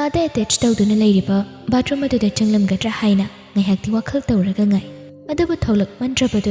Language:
Manipuri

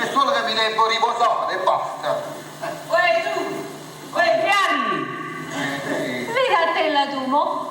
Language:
Neapolitan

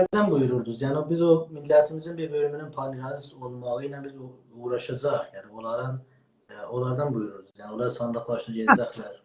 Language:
South Azerbaijani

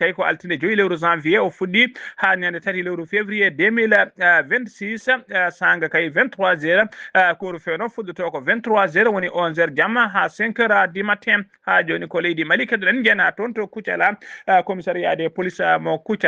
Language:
Fula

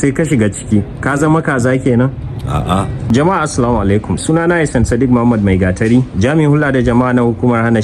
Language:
Hausa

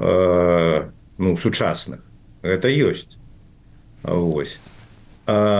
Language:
Belarusian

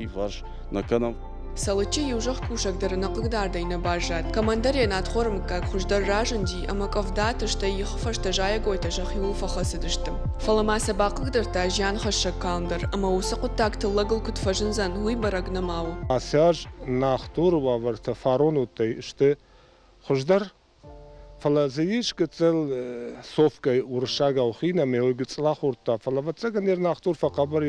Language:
Ossetic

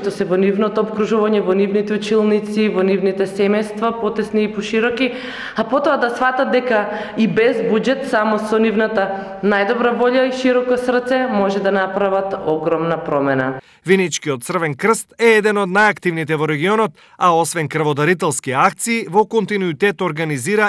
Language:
Macedonian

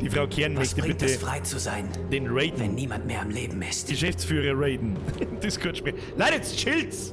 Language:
Bavarian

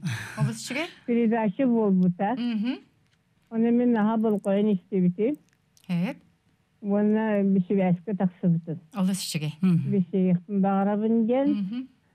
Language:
Yakut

